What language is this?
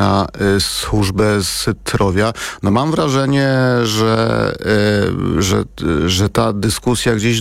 Polish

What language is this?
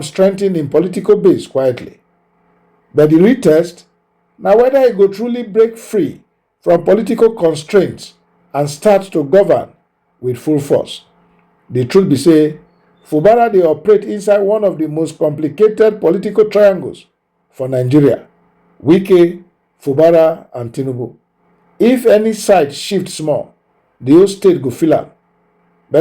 Nigerian Pidgin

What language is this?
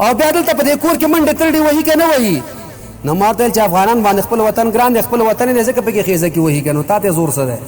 Pashto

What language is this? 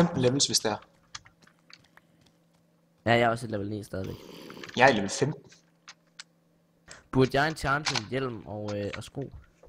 Danish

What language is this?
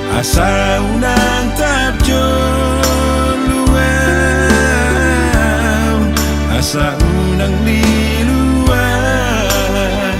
Batak Toba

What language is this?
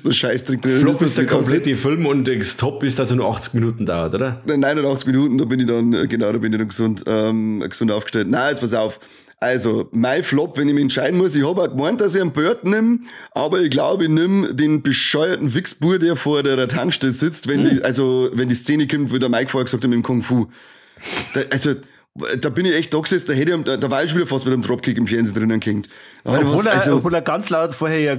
Bavarian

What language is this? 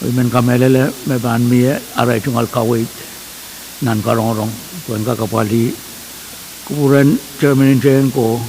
Pohnpeian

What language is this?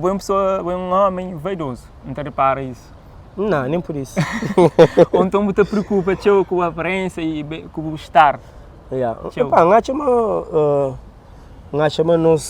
Kabuverdianu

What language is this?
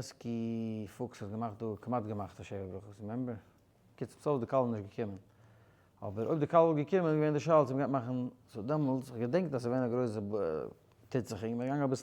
Yiddish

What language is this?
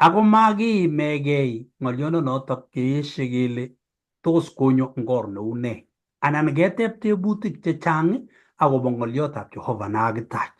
Kalenjin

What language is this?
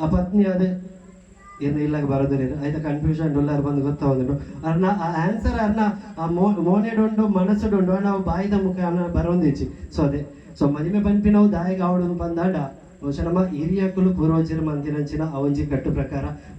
Tulu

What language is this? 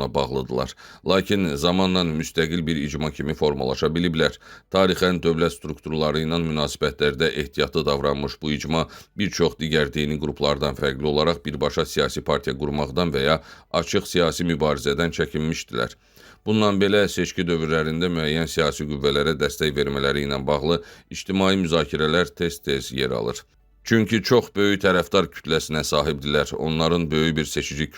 Azerbaijani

